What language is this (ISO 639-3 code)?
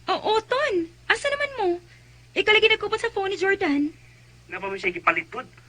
ceb